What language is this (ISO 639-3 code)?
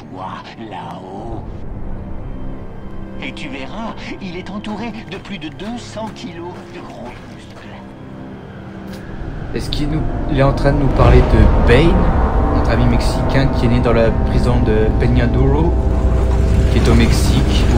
fra